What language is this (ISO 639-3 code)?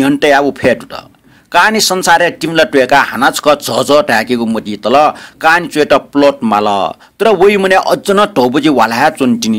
new